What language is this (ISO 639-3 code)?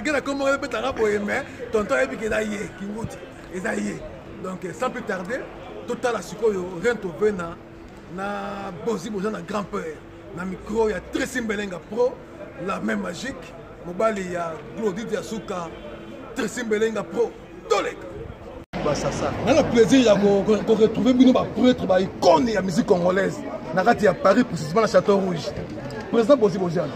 lin